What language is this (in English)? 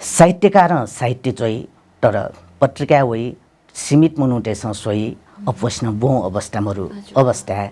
Newari